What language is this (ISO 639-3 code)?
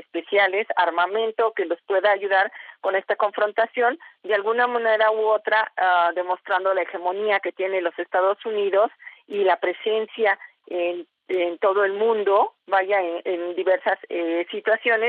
spa